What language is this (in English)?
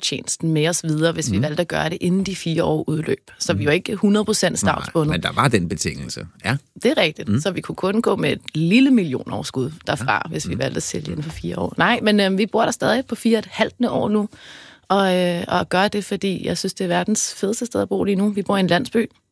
Danish